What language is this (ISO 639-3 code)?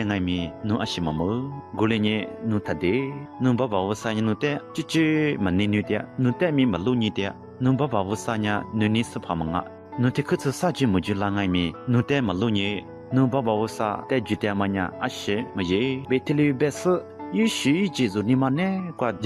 lis